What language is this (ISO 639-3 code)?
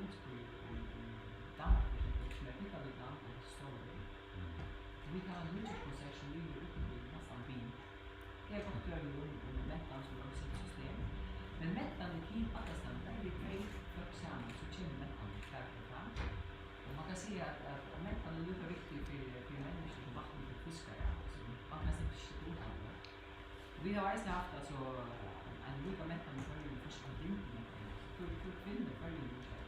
fao